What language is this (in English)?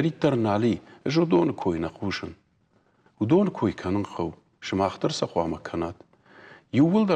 Ossetic